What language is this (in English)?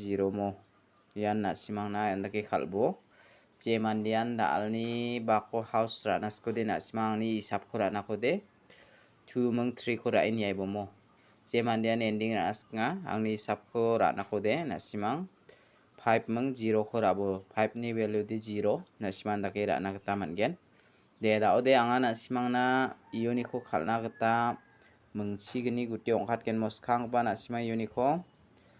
Garo